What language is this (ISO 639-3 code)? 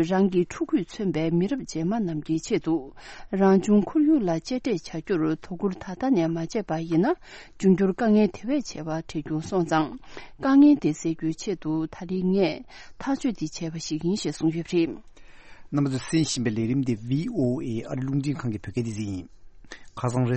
bod